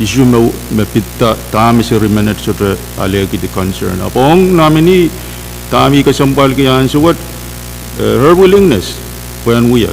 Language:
Pohnpeian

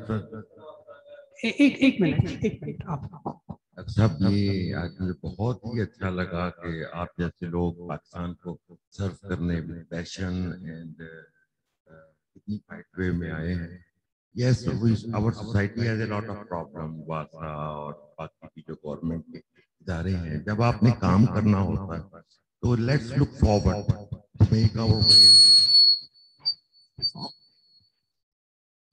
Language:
Urdu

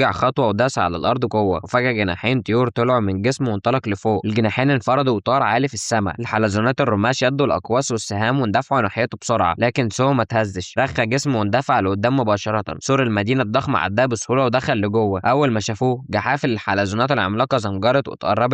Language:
Egyptian Arabic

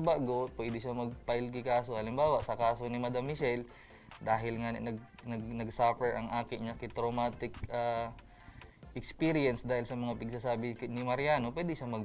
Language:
Bikol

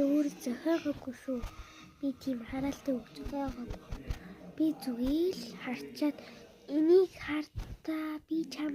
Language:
Mongolian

